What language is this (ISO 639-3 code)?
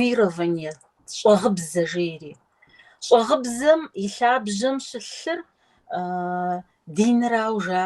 kbd